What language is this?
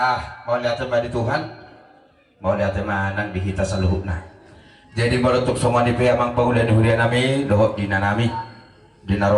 Batak Toba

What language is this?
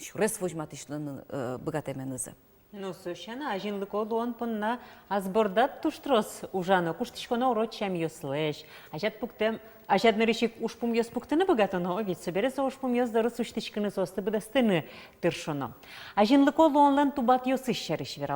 Udmurt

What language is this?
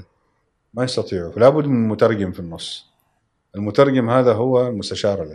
Gulf Arabic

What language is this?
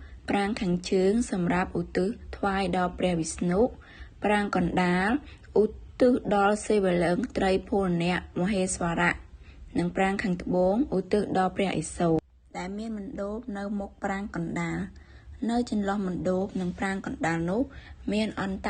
Khmer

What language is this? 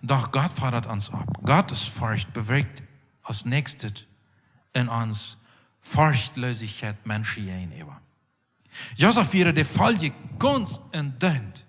Plautdietsch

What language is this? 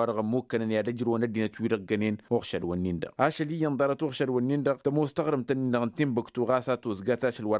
Tamasheq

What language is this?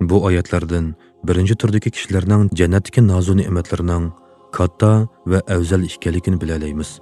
Uyghur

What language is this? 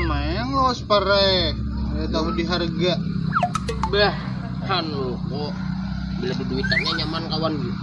Banjar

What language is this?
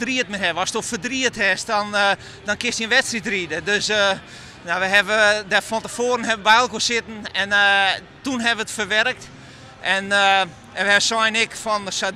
Western Frisian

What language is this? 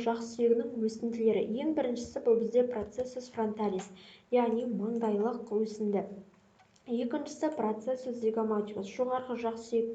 Kazakh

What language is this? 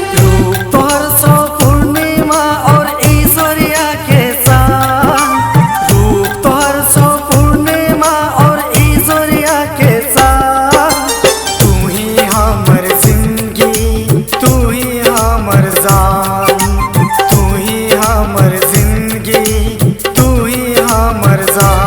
Maithili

